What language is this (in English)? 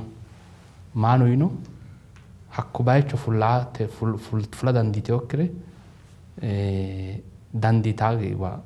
Sidamo